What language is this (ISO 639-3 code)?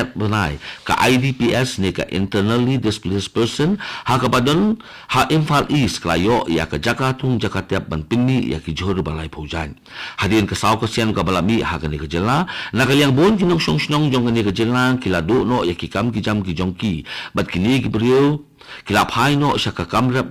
kha